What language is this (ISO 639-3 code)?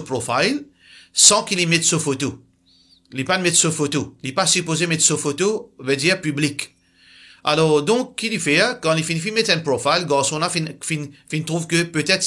mfe